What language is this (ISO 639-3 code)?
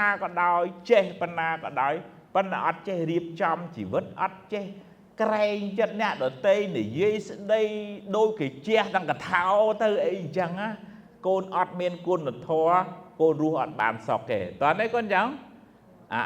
khm